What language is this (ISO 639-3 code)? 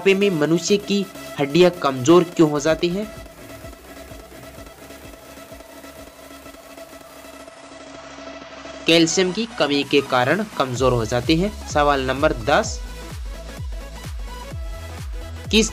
hin